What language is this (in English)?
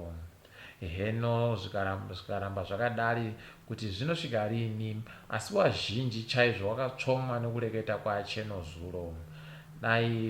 Ndau